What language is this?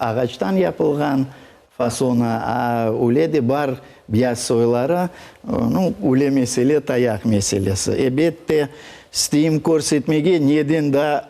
Crimean Tatar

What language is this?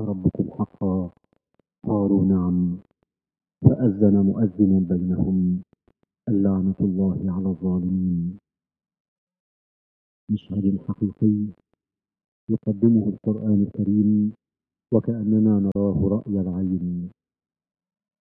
Arabic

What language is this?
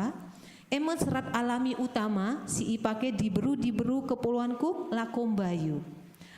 Batak Karo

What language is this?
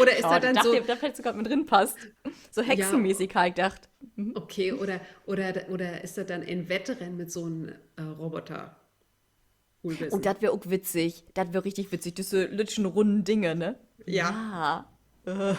Low German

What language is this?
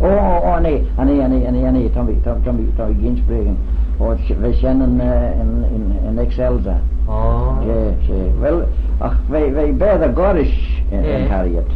Manx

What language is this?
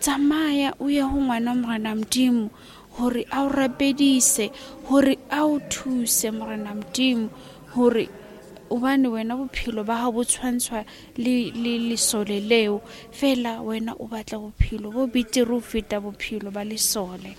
Southern Sotho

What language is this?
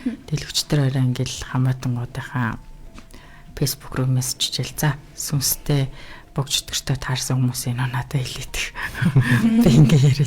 Mongolian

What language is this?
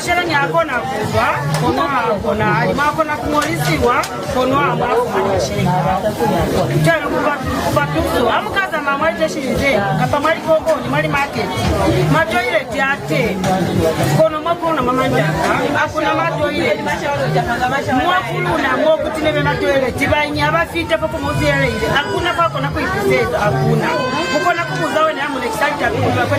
Lozi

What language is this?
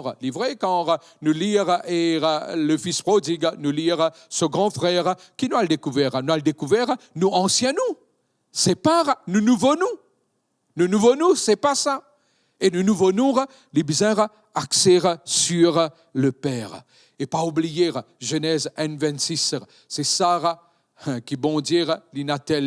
Morisyen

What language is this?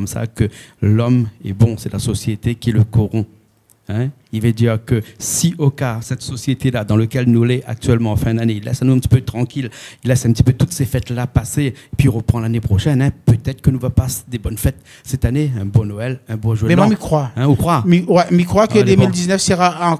Réunion Creole French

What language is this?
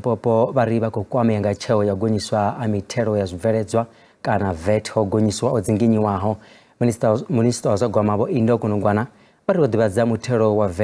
Venda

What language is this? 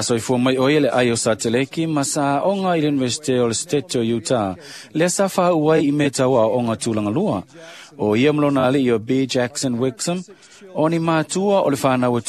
Samoan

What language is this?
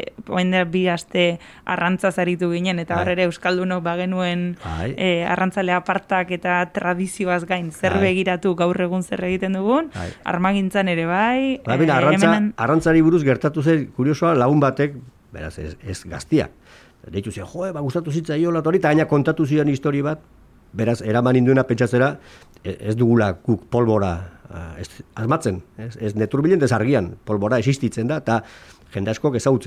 Basque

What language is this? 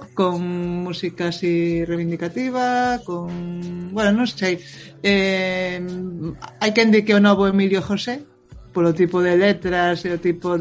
Galician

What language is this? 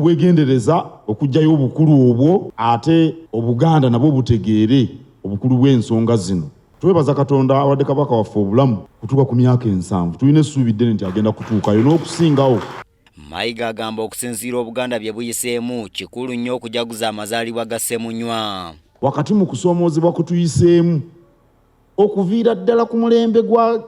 Ganda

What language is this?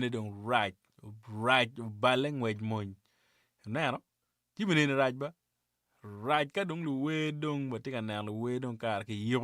Acoli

